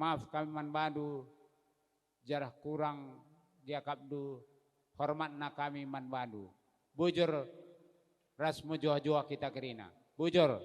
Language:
Batak Karo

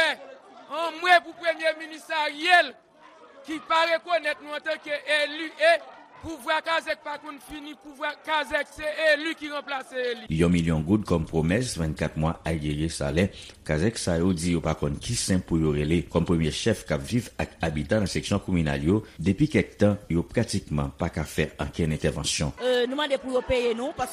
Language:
Haitian Creole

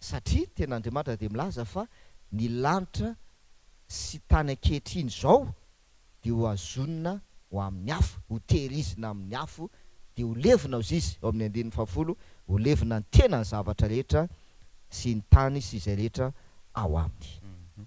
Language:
Malagasy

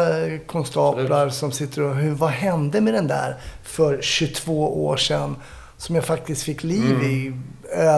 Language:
Swedish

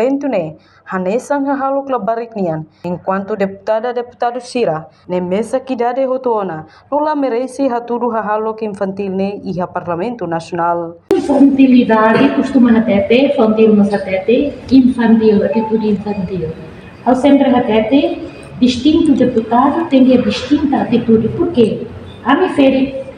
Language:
Tetum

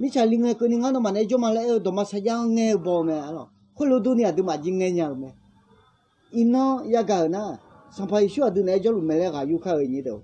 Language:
Akha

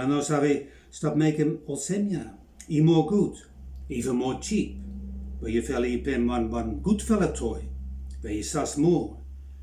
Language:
Bislama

